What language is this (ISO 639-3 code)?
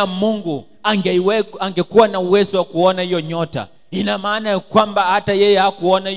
swa